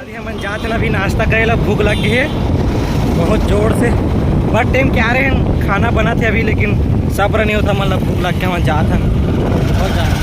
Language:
Chhattisgarhi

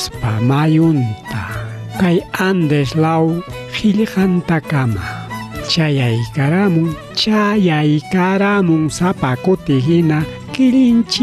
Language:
Ayacucho Quechua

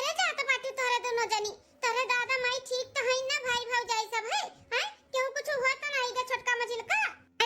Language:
Awadhi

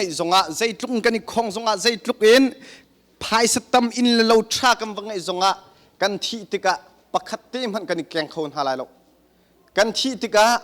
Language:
Hakha Chin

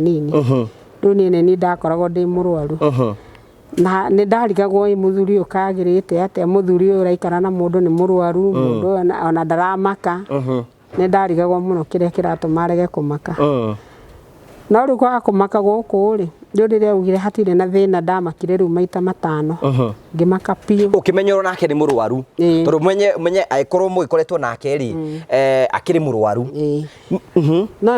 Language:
Kikuyu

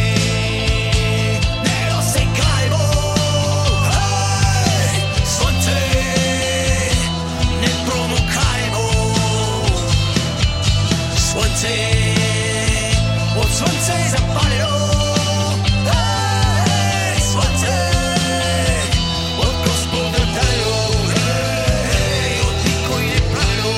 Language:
Bulgarian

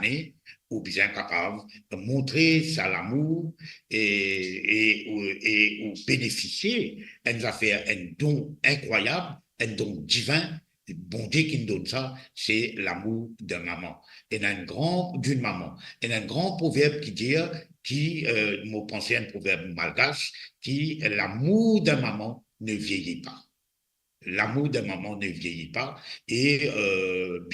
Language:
Morisyen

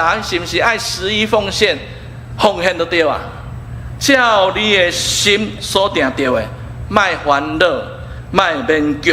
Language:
Min Nan Chinese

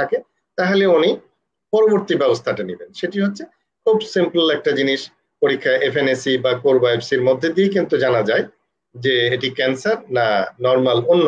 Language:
Bangla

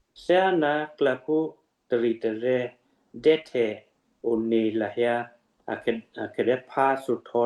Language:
Western Kayah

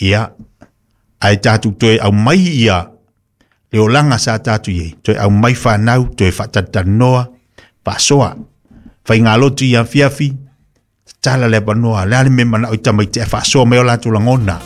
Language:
Samoan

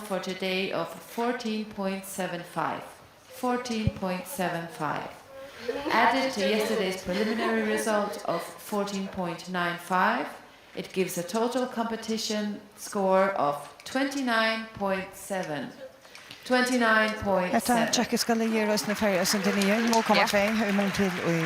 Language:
Faroese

